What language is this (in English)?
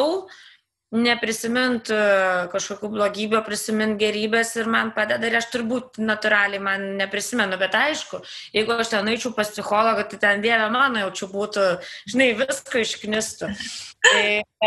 Lithuanian